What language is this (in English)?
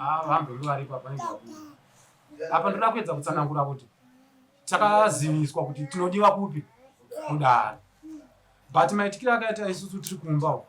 Shona